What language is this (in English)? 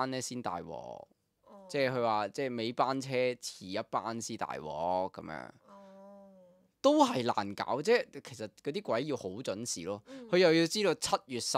Cantonese